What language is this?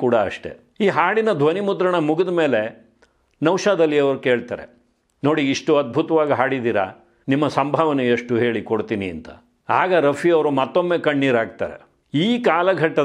Kannada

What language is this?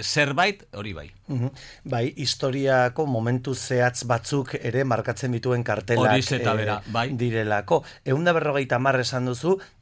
Basque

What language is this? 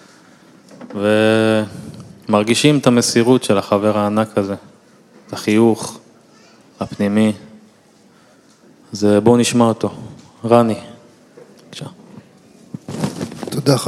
Hebrew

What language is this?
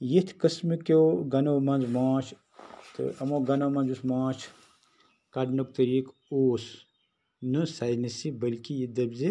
Kashmiri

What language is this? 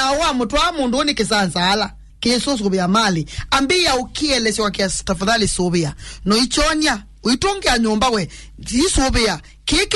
Kamba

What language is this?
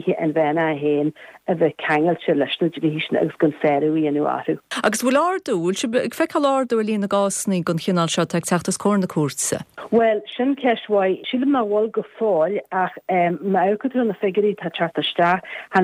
Irish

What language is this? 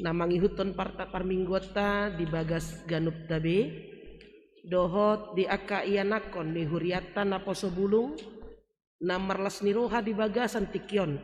Batak Toba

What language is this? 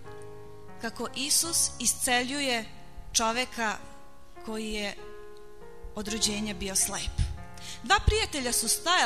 Serbian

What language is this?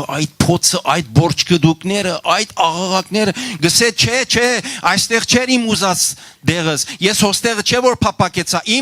Western Armenian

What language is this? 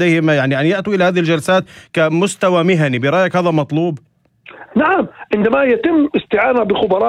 North Levantine Arabic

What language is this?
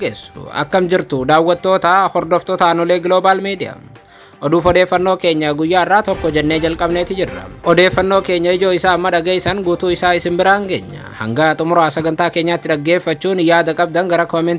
Oromo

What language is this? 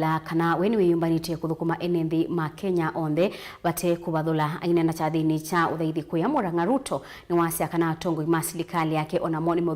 Kamba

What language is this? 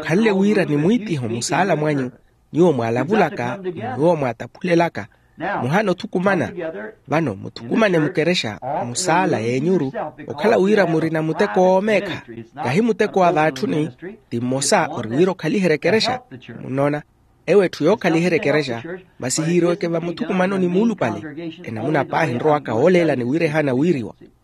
Makhuwa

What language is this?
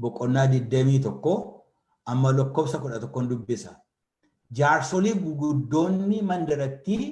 Oromo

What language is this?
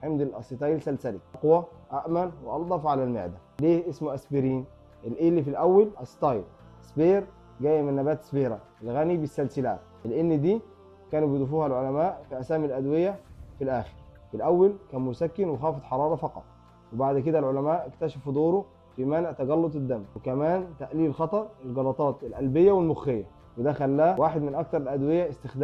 Egyptian Arabic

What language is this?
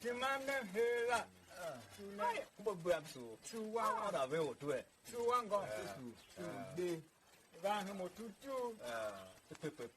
Tiv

